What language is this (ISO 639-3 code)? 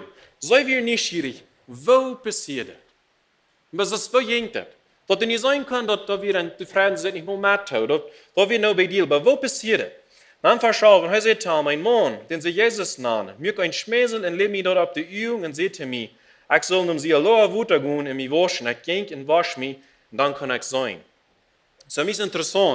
pdt